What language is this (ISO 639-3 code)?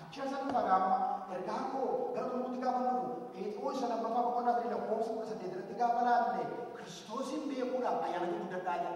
orm